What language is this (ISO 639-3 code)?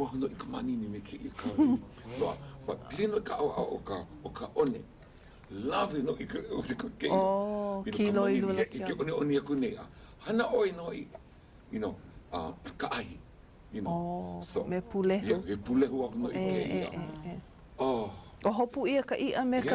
haw